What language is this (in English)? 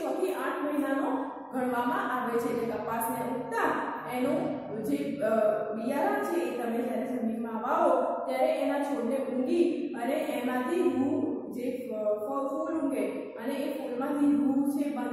Gujarati